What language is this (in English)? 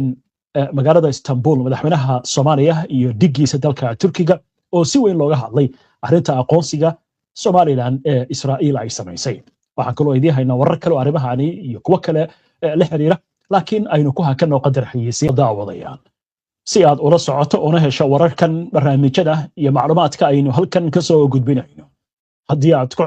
Somali